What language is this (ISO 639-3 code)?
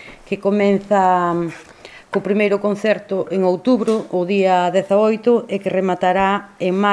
glg